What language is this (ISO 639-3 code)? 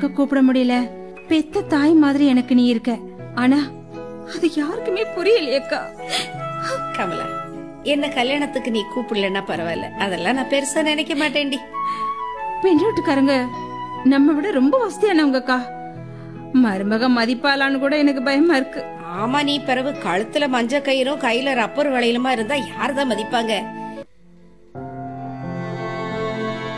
tam